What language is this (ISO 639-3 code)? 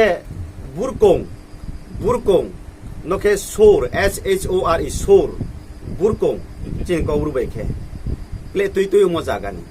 ria